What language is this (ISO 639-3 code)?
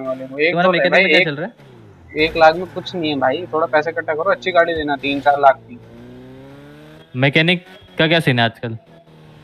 hin